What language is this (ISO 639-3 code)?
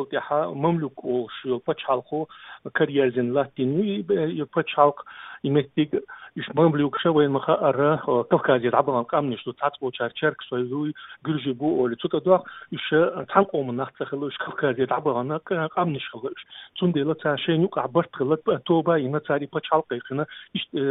che